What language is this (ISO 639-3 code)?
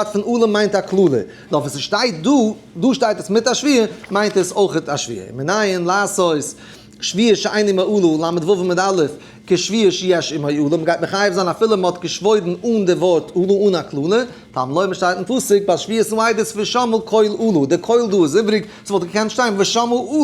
yid